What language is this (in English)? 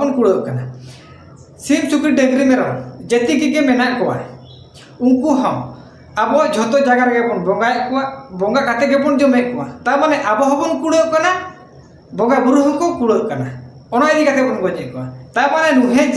Santali